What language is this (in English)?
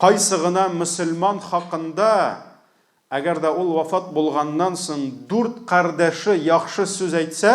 Tatar